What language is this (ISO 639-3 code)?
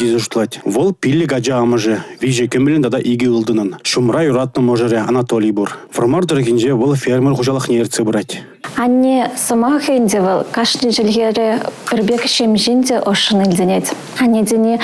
chv